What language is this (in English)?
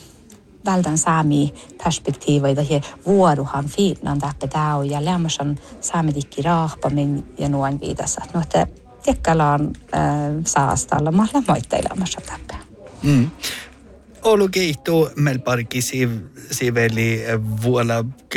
Northern Sami